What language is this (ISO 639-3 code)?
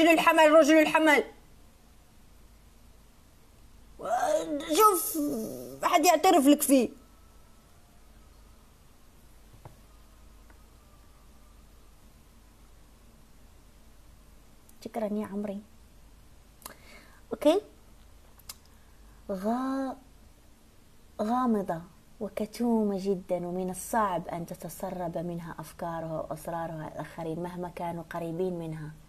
ara